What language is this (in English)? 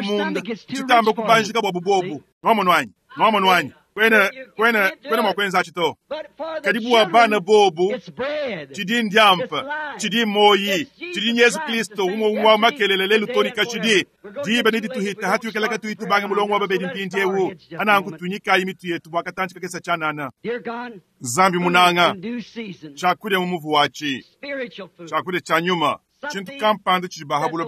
Luba-Lulua